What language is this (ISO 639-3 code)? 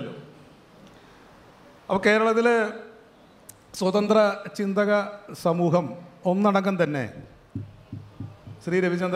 mal